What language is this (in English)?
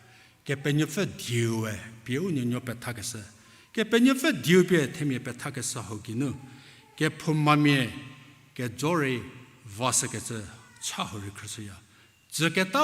Angami Naga